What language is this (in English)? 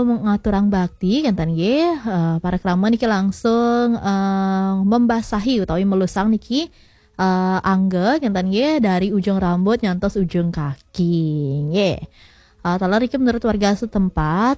Balinese